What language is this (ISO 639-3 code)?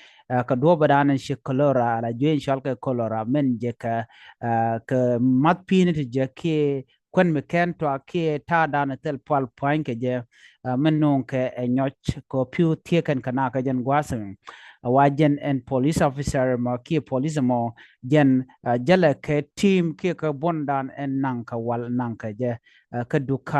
nus